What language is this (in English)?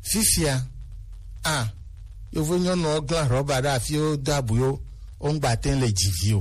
Gen